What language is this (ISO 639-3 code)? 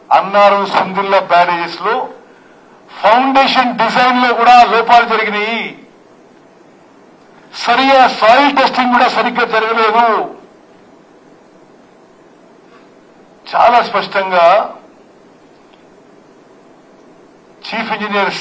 tel